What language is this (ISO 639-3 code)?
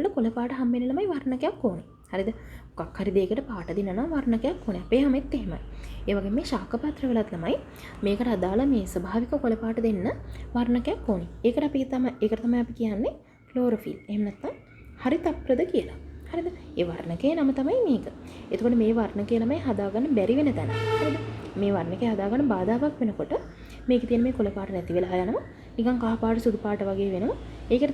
sin